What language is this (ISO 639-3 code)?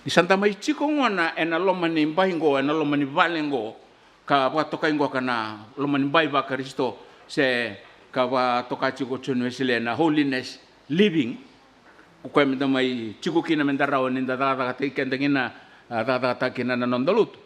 fij